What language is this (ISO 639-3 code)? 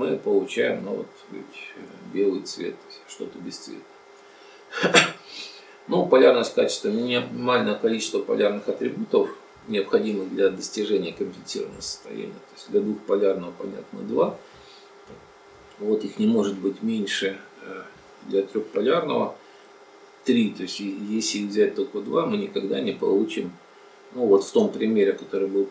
rus